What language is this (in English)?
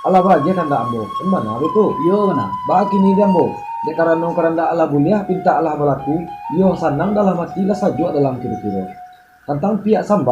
Minangkabau